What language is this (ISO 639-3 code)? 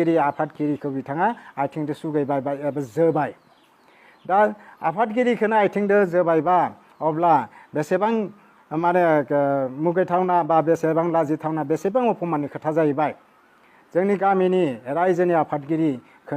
brx